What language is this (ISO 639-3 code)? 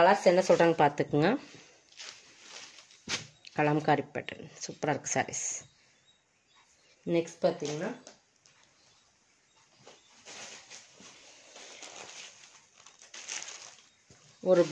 tam